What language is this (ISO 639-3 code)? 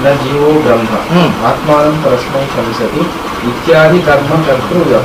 kan